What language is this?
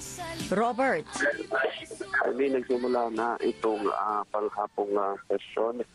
Filipino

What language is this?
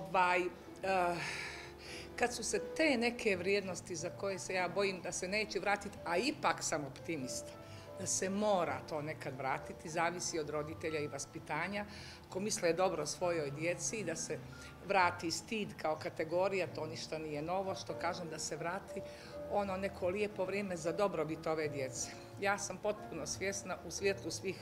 Bosnian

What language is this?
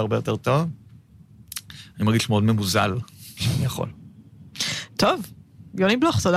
Hebrew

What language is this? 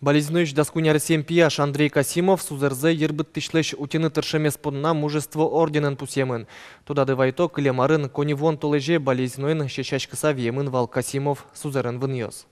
Udmurt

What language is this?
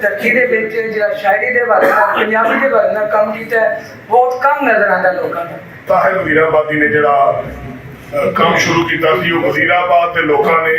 Western Panjabi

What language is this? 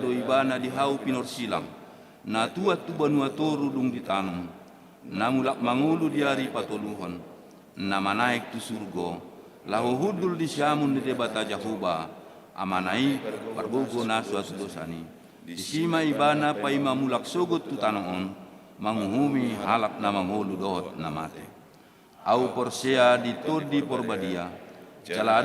Batak Toba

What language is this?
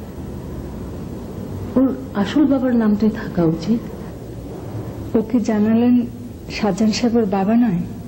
Bangla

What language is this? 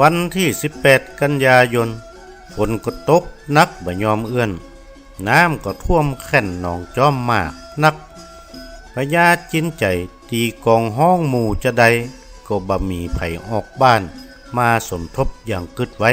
Northern Thai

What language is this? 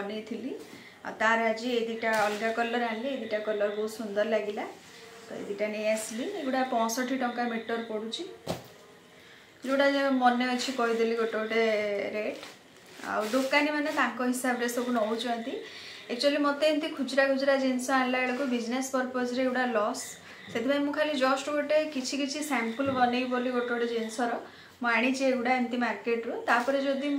Odia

